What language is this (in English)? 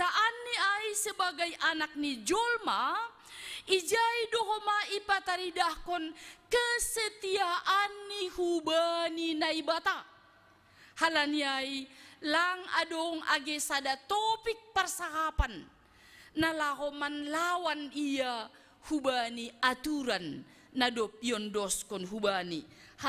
Batak Simalungun